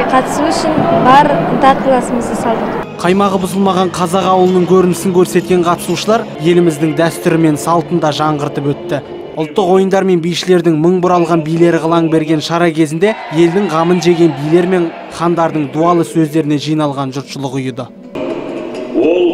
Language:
Kazakh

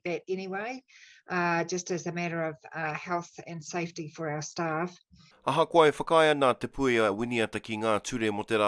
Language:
Māori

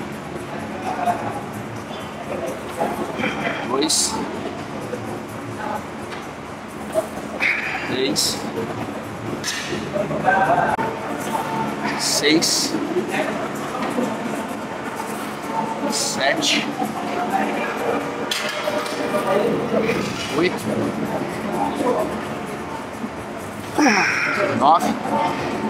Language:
Portuguese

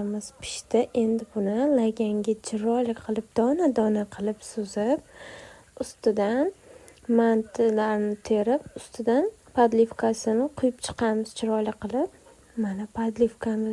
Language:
Uzbek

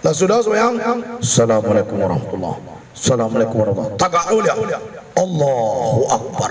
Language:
Minangkabau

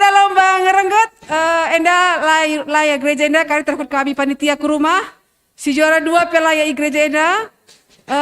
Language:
Batak Karo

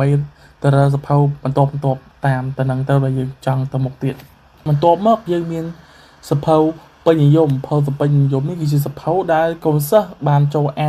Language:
Khmer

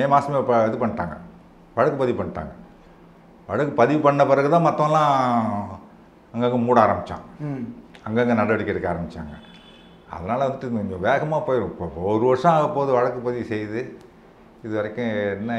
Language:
Tamil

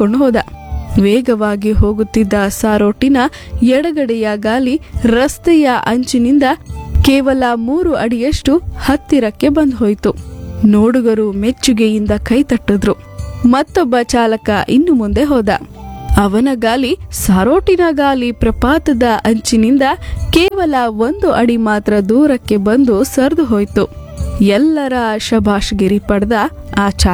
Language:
Kannada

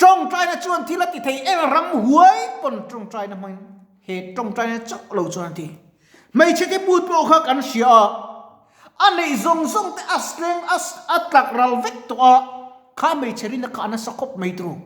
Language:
Mizo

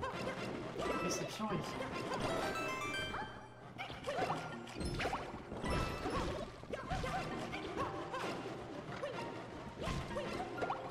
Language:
French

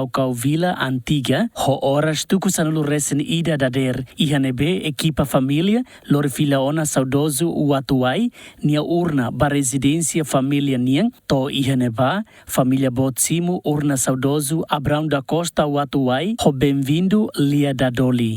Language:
Tetum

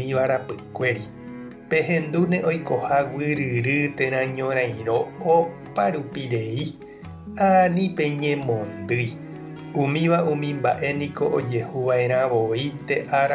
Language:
Guarani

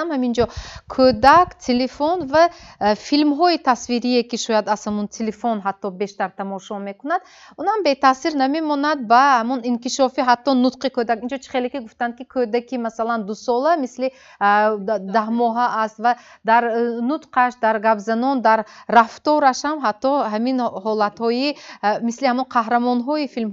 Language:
Tajik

